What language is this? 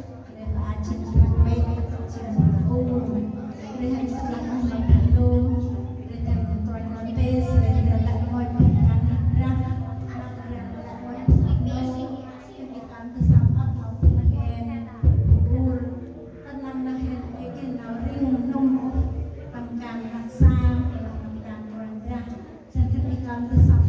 Central Mnong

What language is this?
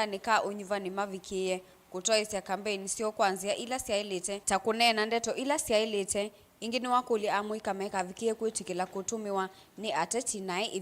Kamba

